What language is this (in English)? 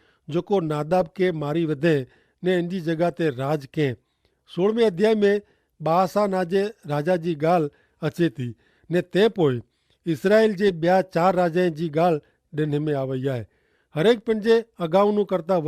Kachhi